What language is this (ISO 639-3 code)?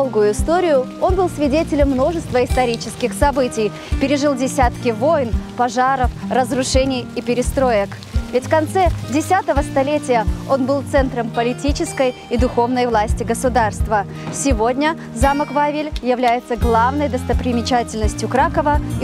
rus